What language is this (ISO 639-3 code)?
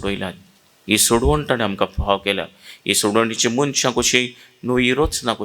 kok